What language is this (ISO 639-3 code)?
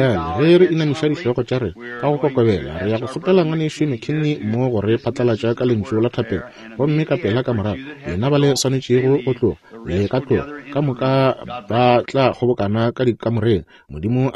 nso